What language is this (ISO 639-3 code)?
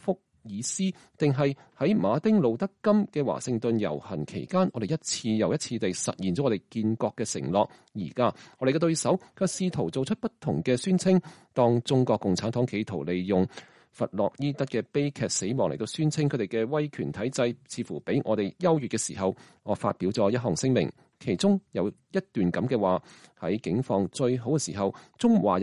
yue